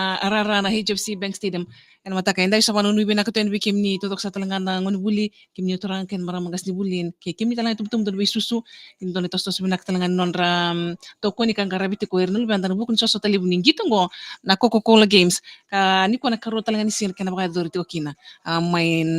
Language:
Fijian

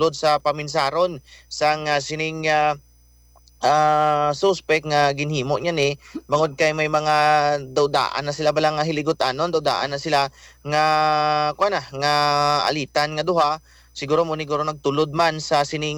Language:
Hiligaynon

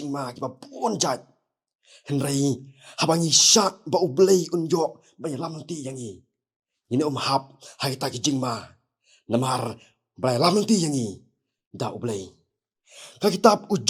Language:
Khasi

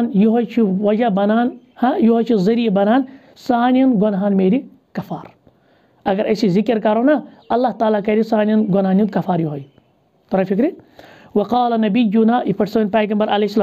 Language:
Kashmiri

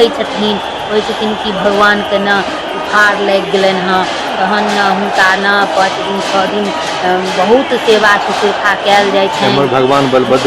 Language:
Maithili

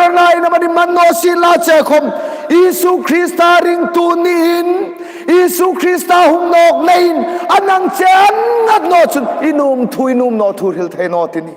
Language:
Hmar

